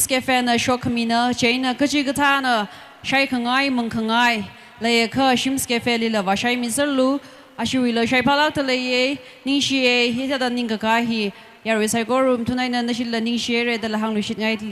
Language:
Tangkhul Naga (India)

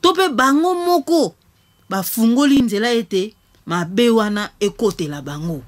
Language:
Lingala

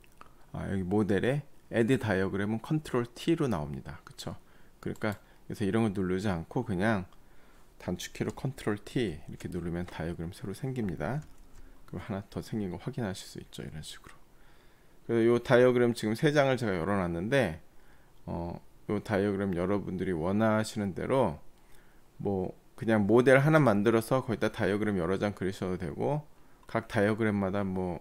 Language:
Korean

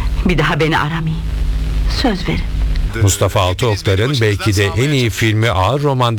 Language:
Turkish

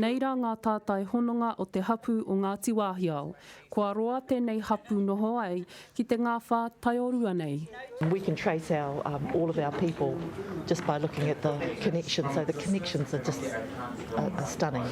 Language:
Māori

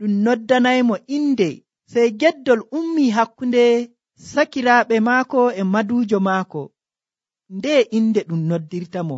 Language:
Nigerian Fulfulde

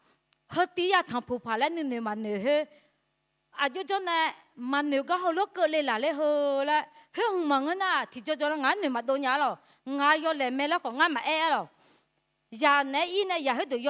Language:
Akha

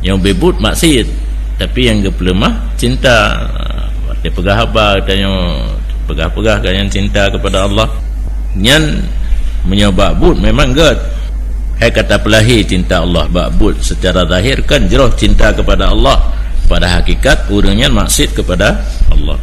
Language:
Achinese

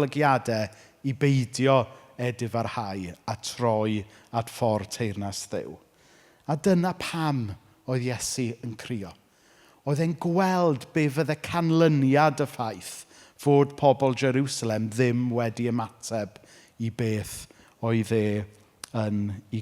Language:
Welsh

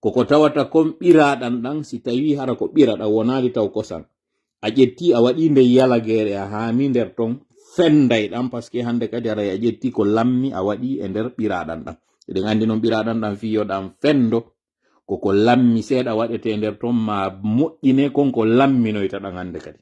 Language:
Fula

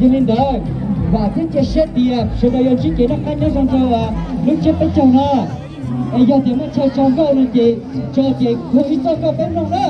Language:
Hmong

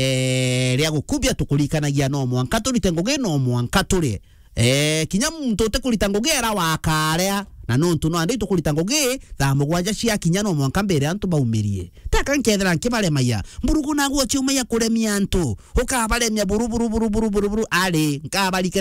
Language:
Meru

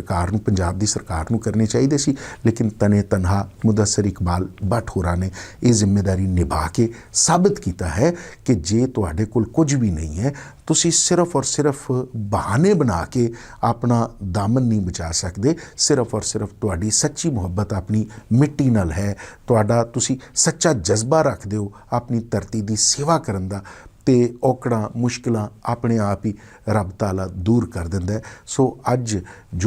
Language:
Western Panjabi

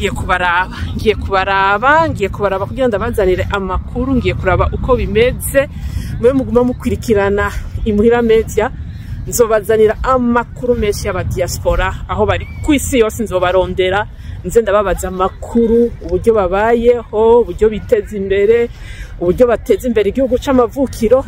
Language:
Rundi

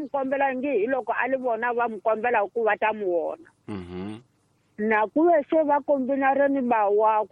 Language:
Tsonga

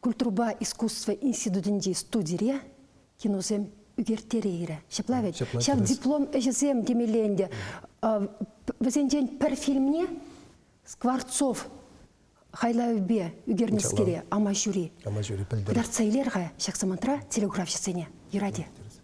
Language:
Chuvash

